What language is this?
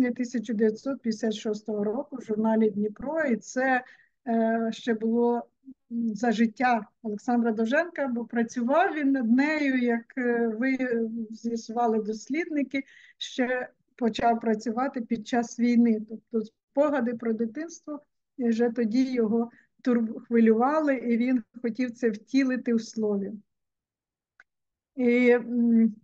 Ukrainian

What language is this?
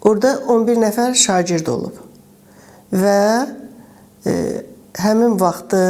Azerbaijani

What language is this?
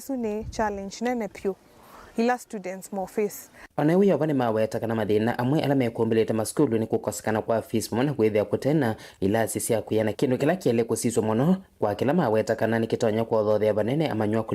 Kamba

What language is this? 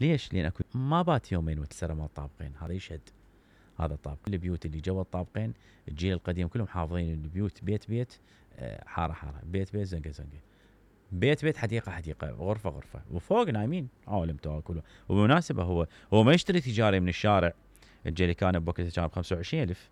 Mesopotamian Arabic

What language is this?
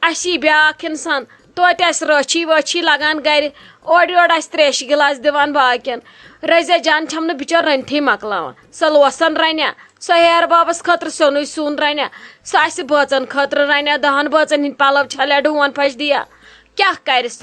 Kashmiri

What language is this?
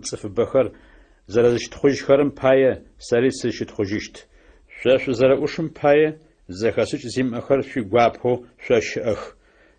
Adyghe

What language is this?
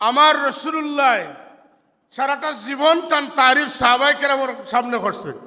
Sylheti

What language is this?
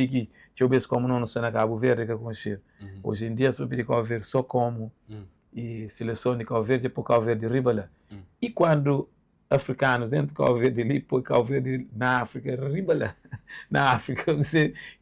Kabuverdianu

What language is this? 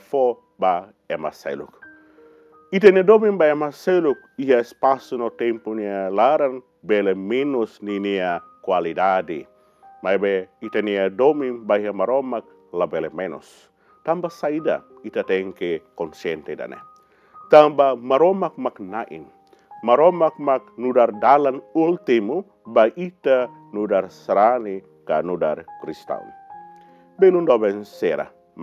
Tetum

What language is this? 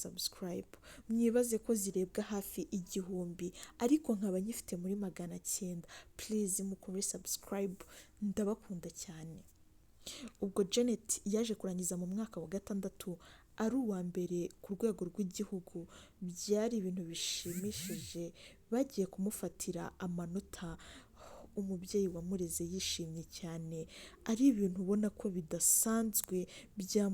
Kinyarwanda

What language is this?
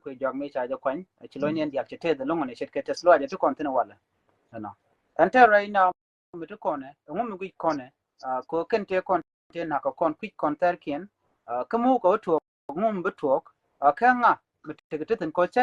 Nuer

